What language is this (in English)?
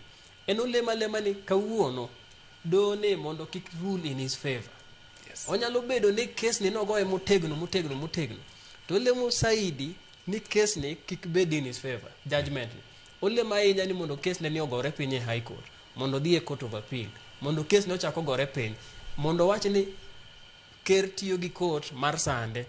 Luo (Kenya and Tanzania)